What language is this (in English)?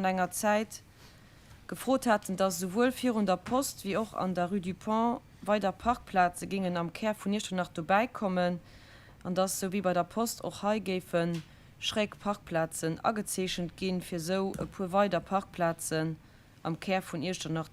Luxembourgish